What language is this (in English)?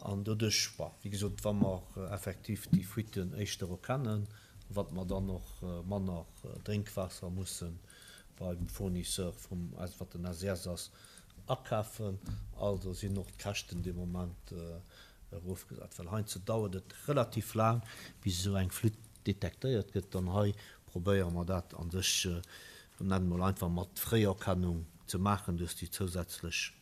Luxembourgish